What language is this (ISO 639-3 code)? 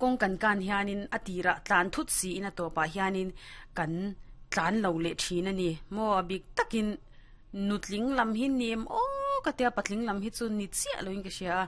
lus